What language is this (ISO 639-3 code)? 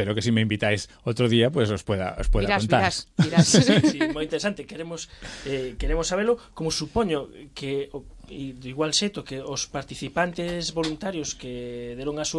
glg